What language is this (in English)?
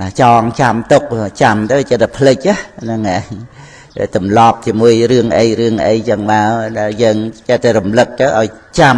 Khmer